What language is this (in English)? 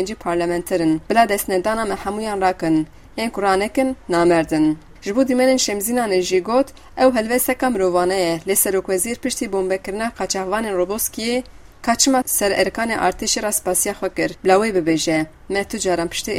Kurdish